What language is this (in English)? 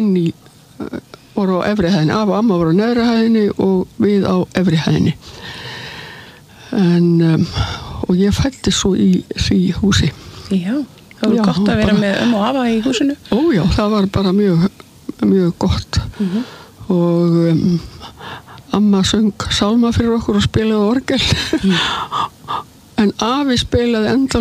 Icelandic